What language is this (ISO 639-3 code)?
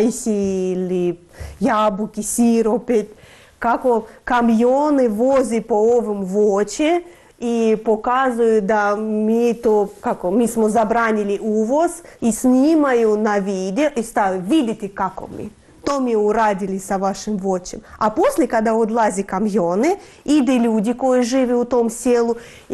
srp